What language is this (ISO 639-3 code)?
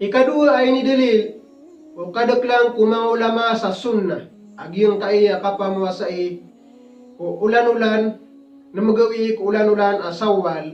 mrw